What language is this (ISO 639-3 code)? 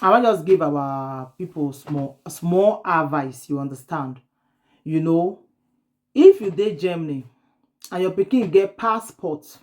pcm